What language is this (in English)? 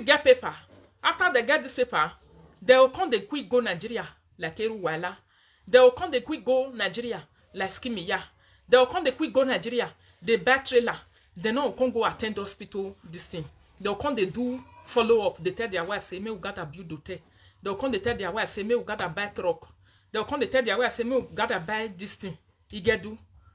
Nigerian Pidgin